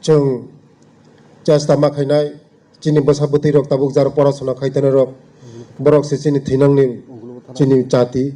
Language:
Kok Borok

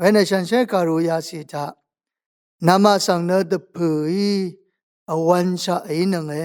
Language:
Rawang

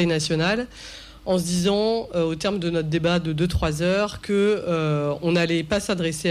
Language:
French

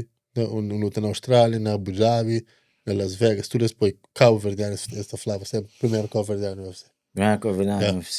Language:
Kabuverdianu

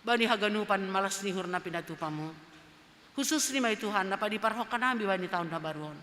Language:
Batak Simalungun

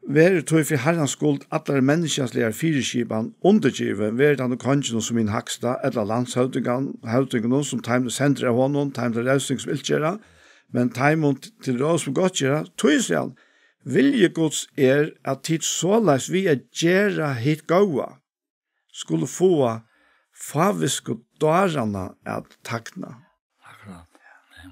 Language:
Faroese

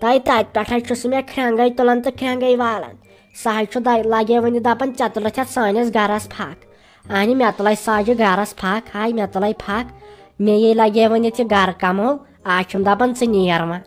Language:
Kashmiri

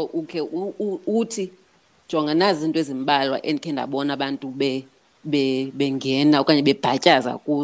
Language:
Xhosa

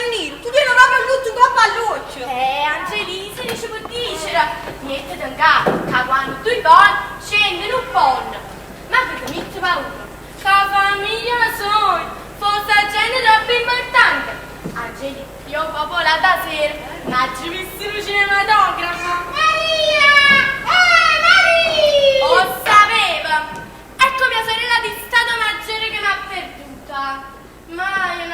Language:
Neapolitan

